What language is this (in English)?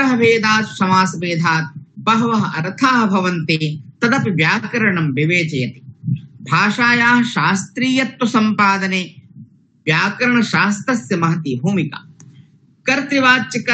Sanskrit